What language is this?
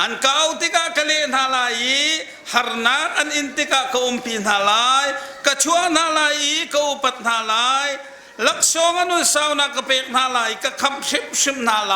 Hakha Chin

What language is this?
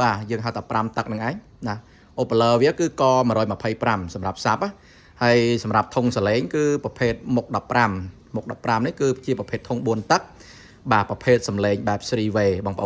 Khmer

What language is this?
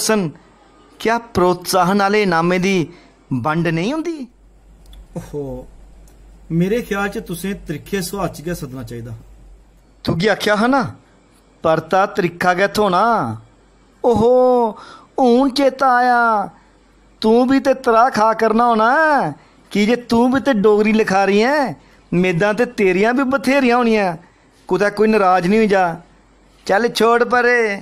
Dogri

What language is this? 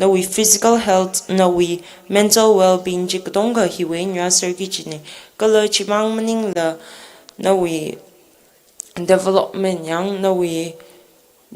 Tangkhul Naga (India)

